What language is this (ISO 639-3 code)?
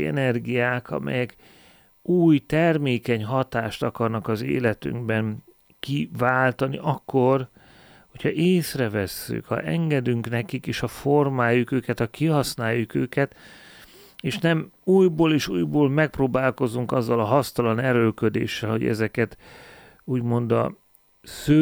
hun